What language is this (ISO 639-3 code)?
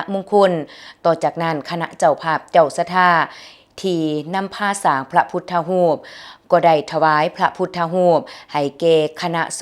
lao